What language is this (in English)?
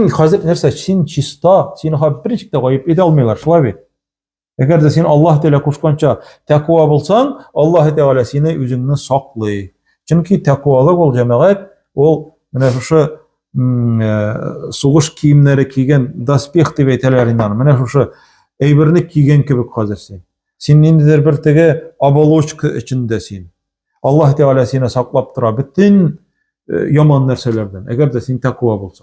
Tatar